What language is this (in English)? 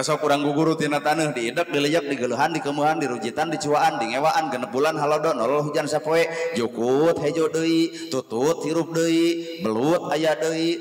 Sundanese